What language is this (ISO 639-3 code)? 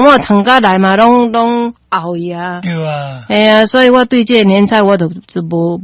nan